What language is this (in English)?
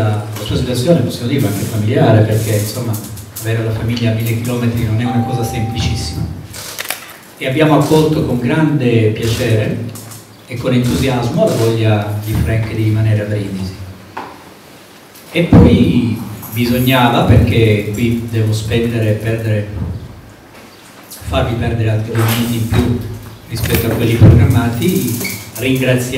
Italian